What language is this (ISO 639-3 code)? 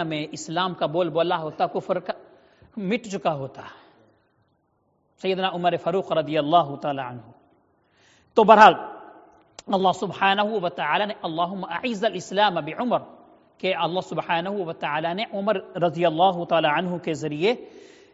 urd